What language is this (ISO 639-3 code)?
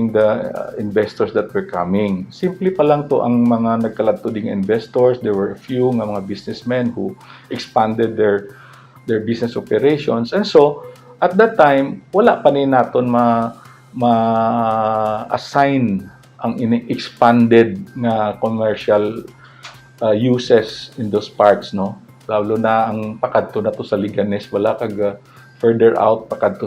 hil